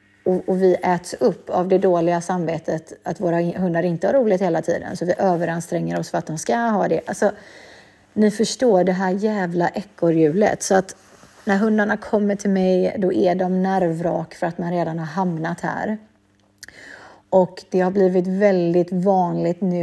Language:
Swedish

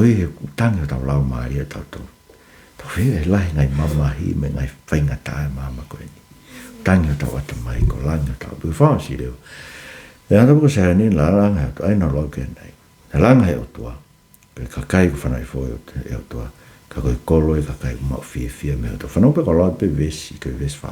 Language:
Tongan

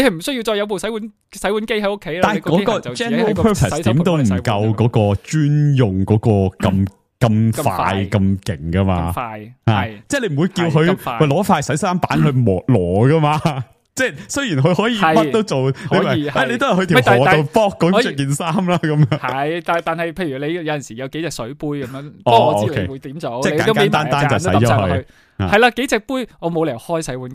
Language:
Cantonese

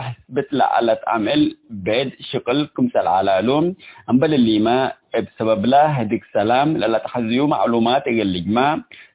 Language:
Tigre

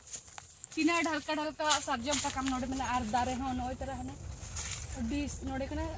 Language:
Santali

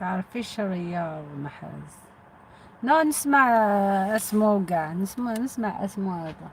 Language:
Algerian Arabic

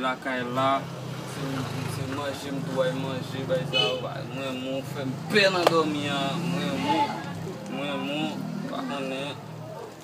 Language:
Haitian Creole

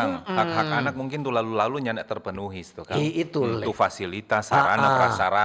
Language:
Manado Malay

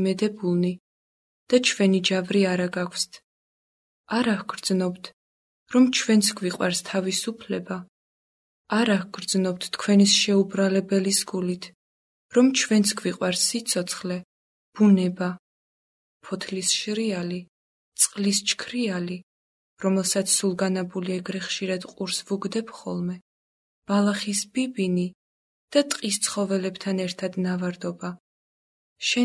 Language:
Georgian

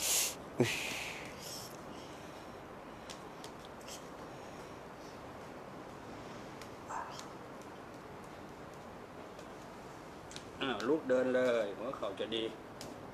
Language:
Thai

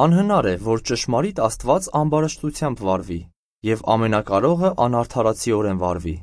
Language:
Armenian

